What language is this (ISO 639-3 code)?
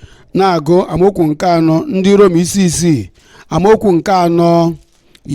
ibo